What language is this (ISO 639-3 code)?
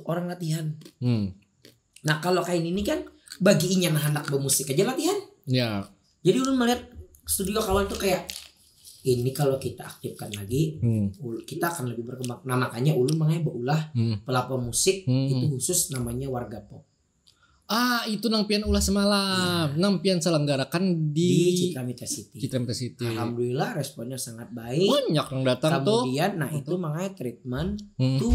bjn